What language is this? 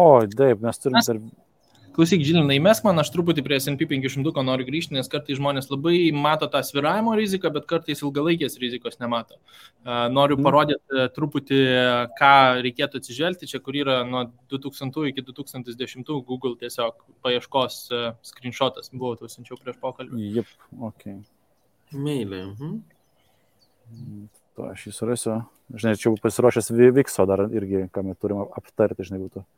Lithuanian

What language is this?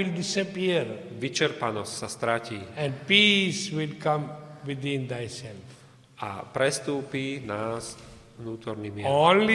Slovak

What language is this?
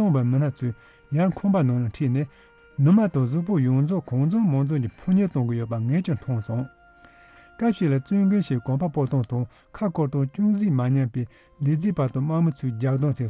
Tibetan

